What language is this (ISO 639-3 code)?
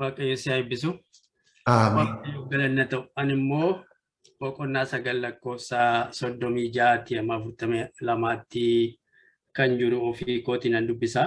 orm